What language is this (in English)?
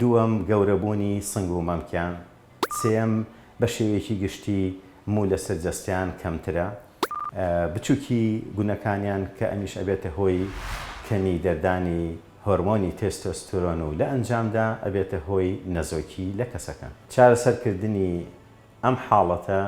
Central Kurdish